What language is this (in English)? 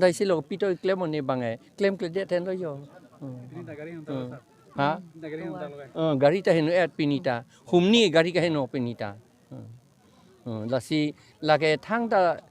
Karbi